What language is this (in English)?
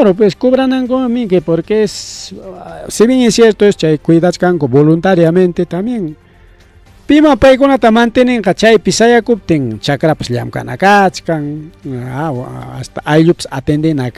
Ayacucho Quechua